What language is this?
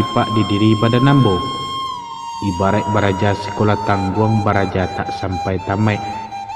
Minangkabau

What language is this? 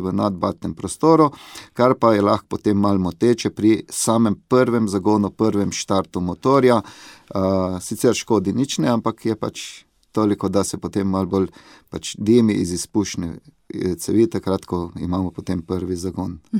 Slovenian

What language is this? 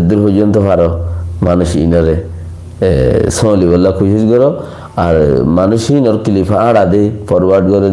Rohingya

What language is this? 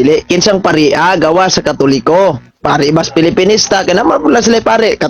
Cebuano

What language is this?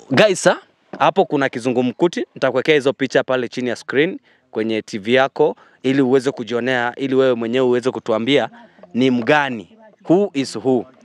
Swahili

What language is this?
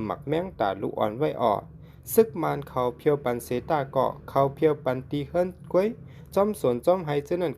Shan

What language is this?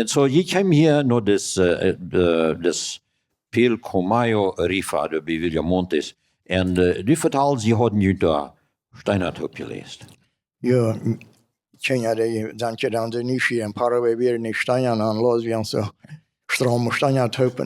Plautdietsch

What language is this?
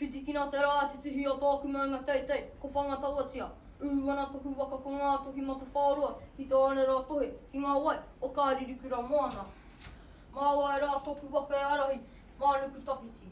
Māori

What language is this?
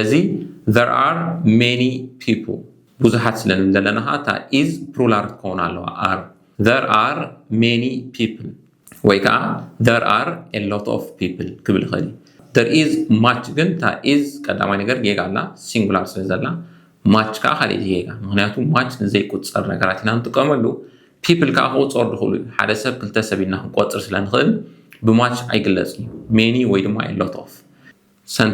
Tigrinya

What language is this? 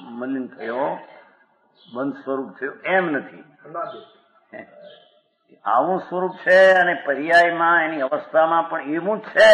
Gujarati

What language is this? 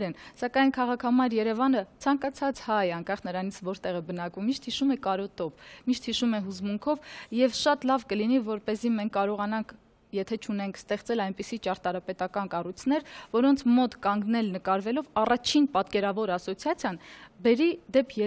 Armenian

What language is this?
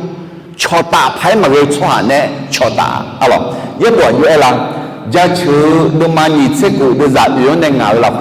Akha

